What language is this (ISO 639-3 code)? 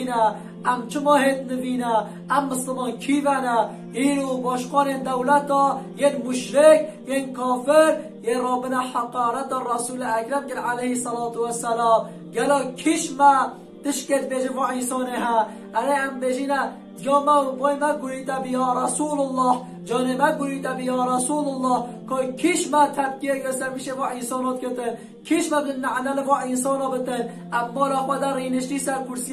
kur